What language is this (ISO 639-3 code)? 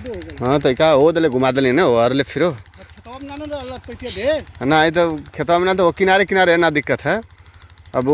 bho